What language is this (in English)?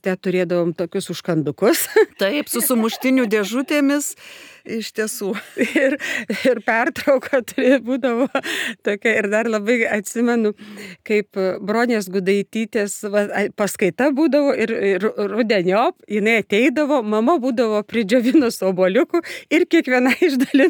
Lithuanian